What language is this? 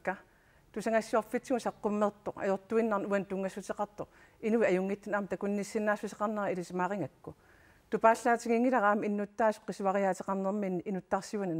Kalaallisut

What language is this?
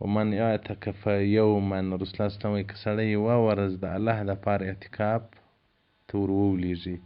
Pashto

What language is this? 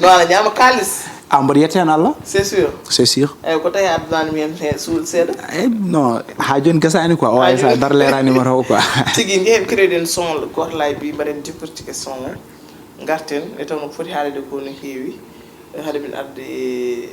Fula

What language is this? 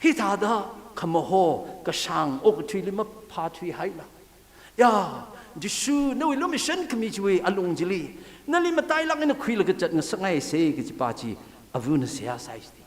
Tangkhul Naga (India)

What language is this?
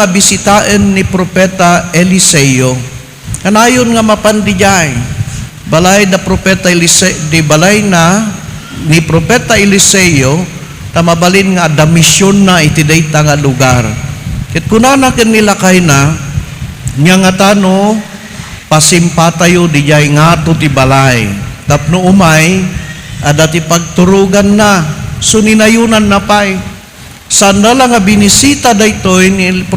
Iloko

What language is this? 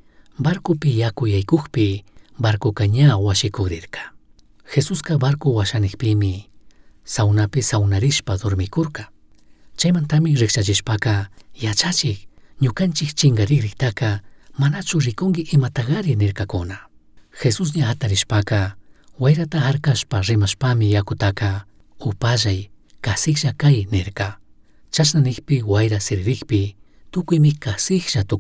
Chimborazo Highland Quichua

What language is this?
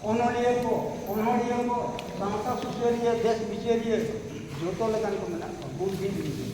Santali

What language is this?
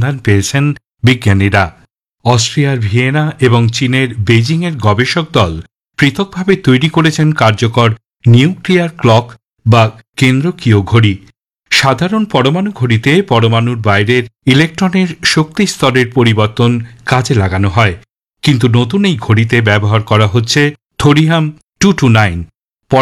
Bangla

